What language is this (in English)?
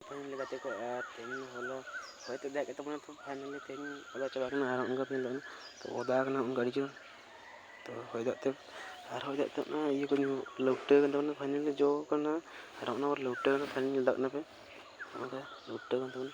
Santali